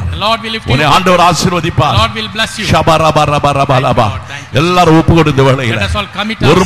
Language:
Tamil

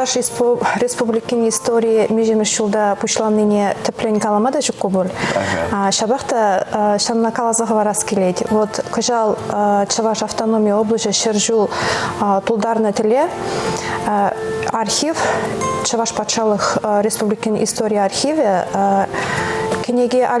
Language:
Chuvash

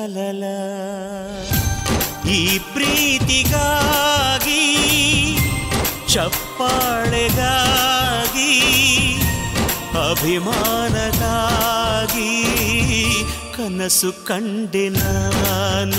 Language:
Kannada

